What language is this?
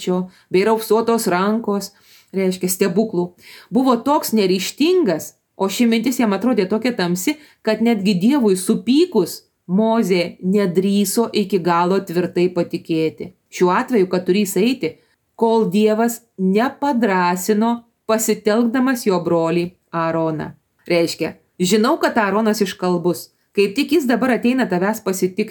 Lithuanian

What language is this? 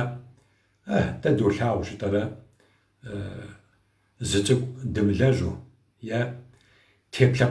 Kabardian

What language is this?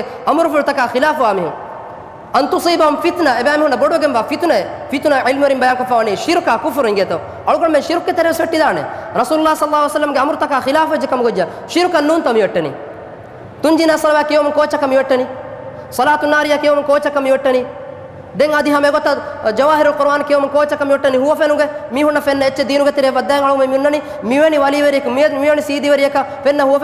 Divehi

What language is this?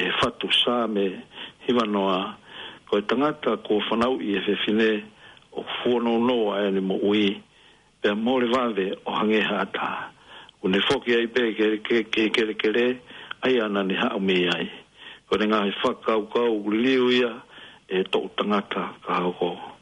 Tongan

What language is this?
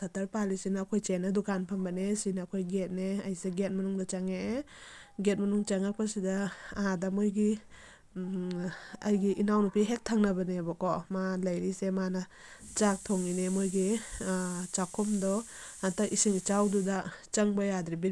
Manipuri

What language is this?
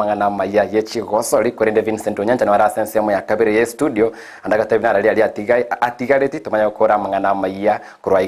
Gusii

